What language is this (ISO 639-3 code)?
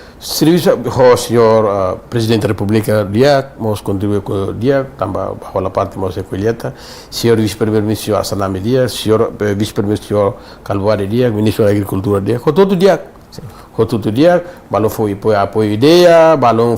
tet